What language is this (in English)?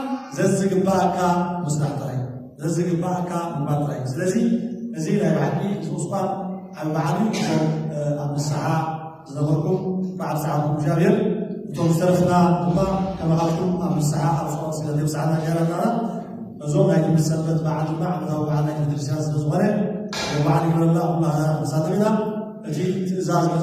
Tigrinya